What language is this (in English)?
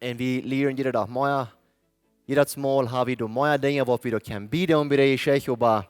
Plautdietsch